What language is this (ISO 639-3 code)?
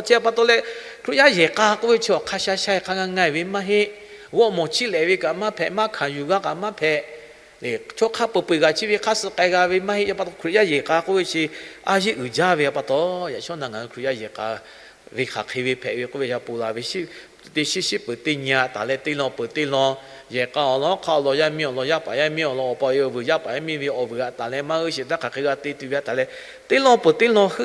lhu